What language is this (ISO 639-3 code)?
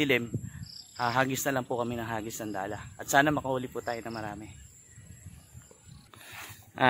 fil